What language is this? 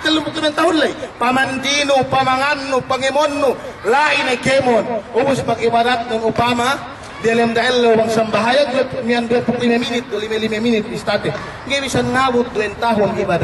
Yakan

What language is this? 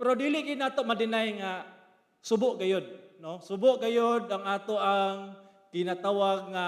Cebuano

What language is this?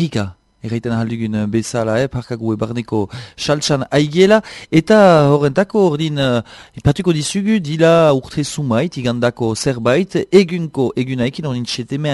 Basque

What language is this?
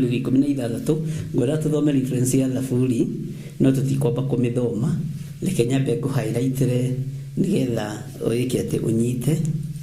Kikuyu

